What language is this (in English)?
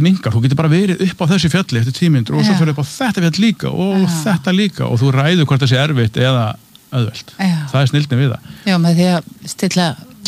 Icelandic